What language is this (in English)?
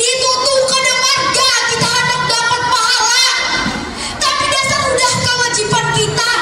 Banjar